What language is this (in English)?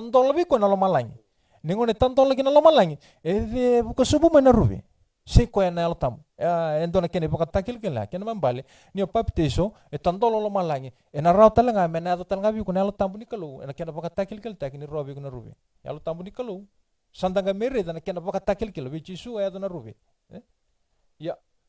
Fijian